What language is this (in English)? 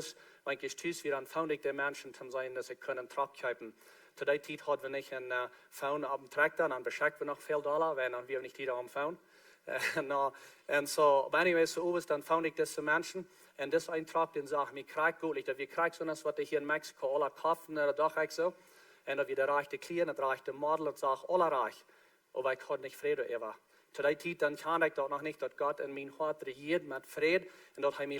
Plautdietsch